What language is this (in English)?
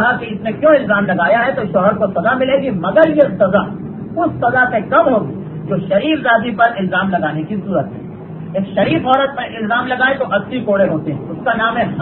Urdu